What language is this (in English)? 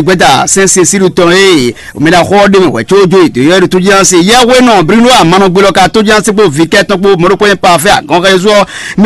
Fon